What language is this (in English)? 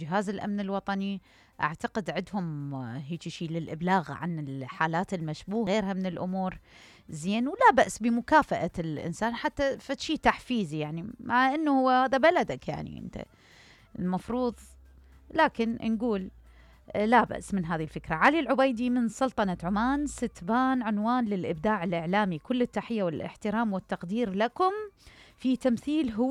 Mesopotamian Arabic